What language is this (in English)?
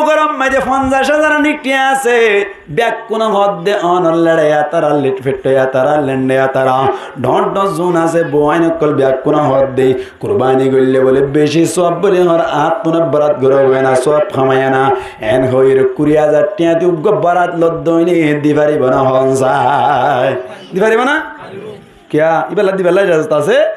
Rohingya